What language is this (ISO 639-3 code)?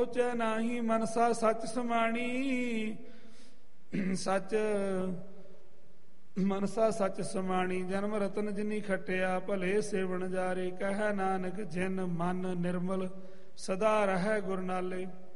pan